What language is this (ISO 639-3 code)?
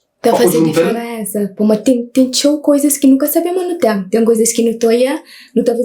kea